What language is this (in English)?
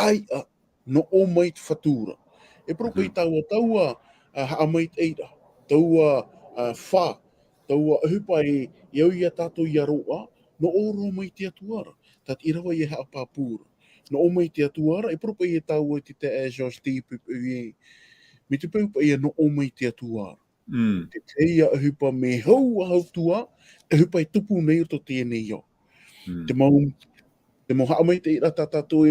Tahitian